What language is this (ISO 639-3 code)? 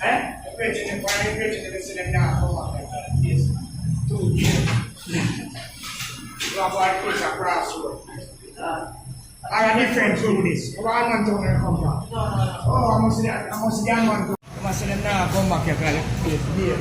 jam